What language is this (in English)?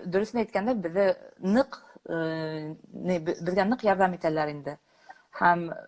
Bashkir